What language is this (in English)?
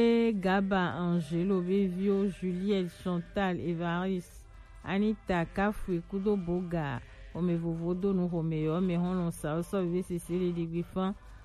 Gen